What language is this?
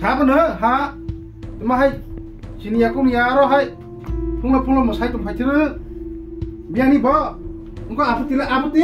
Kok Borok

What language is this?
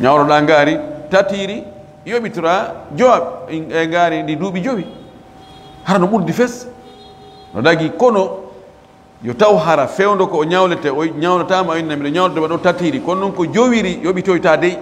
Fula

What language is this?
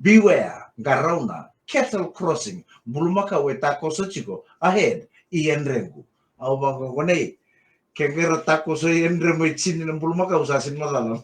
Fijian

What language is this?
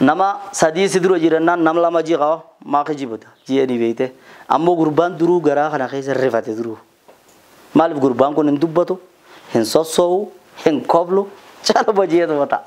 Oromo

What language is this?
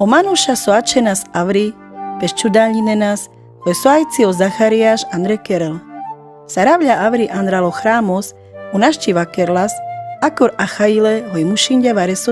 Carpathian Romani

